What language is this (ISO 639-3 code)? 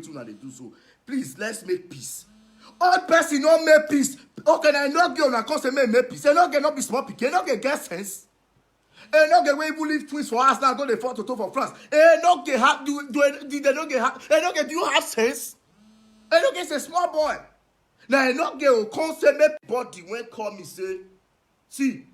pcm